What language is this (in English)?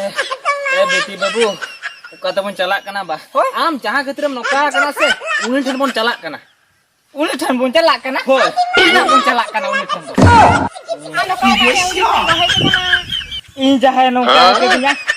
Santali